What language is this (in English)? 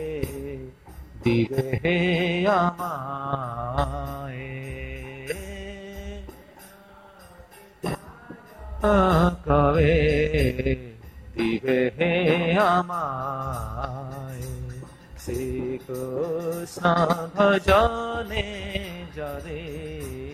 Odia